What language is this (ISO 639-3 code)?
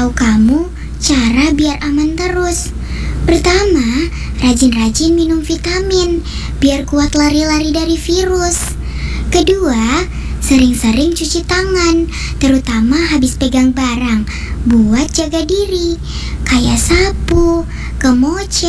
ind